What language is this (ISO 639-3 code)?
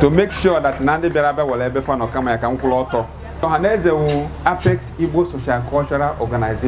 ibo